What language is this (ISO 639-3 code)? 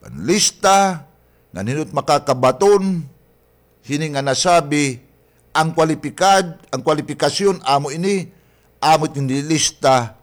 war